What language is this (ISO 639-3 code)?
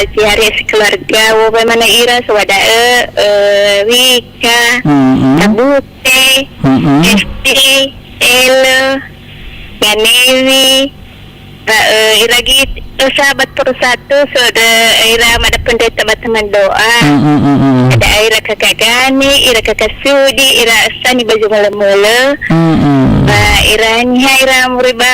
nia